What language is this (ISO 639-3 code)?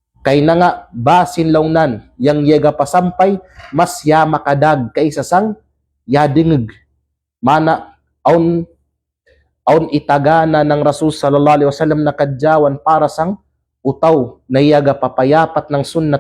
kqe